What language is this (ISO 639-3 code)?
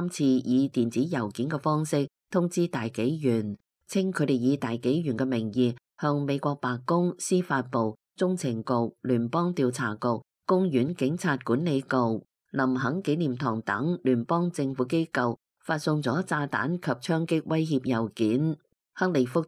yue